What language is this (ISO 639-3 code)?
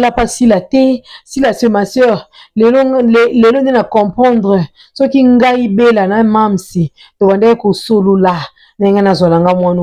lin